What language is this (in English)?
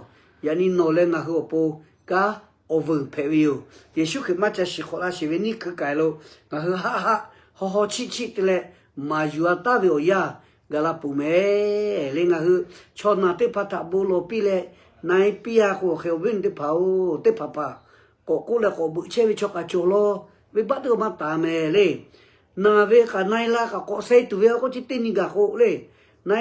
Lahu